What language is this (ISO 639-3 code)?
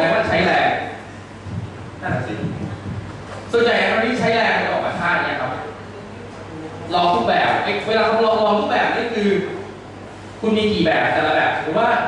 tha